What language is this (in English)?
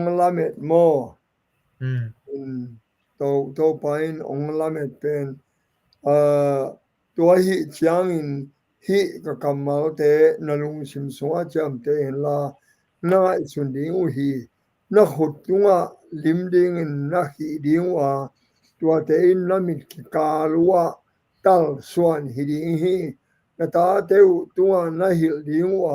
Tedim Chin